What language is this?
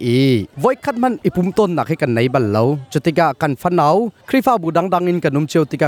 Hakha Chin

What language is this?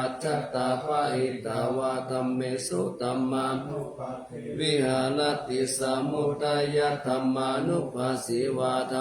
Pali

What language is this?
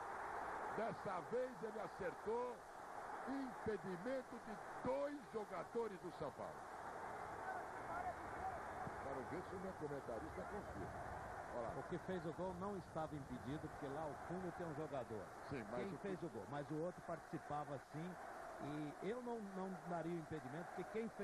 Portuguese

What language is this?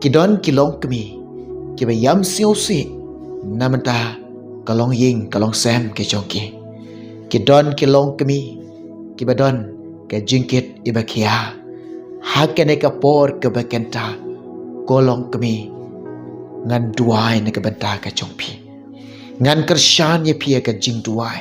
Khasi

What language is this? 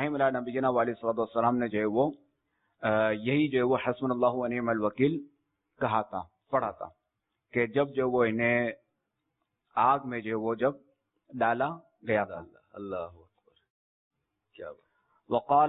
Urdu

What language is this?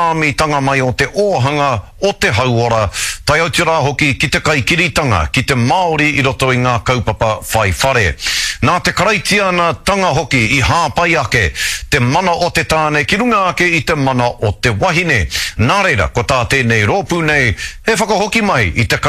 Māori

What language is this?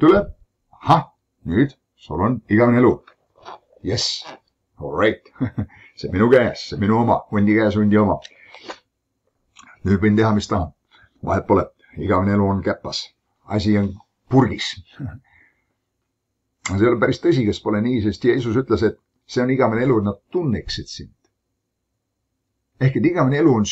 Estonian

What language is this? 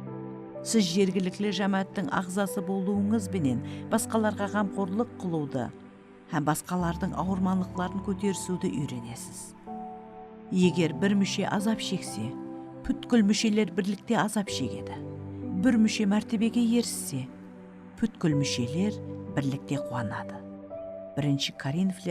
Kara-Kalpak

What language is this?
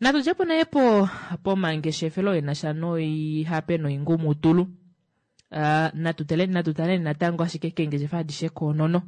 Kuanyama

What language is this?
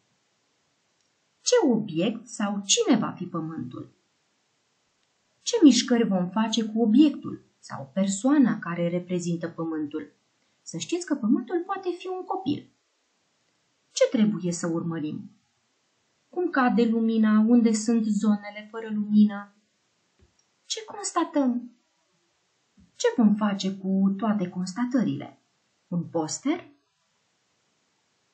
Romanian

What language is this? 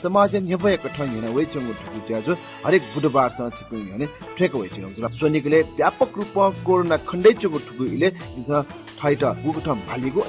Newari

